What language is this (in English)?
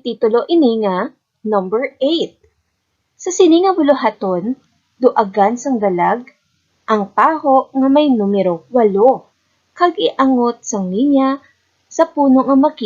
Hiligaynon